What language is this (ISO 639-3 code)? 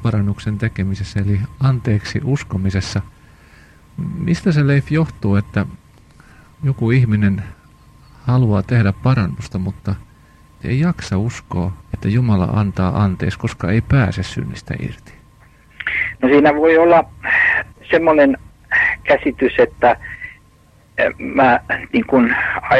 fin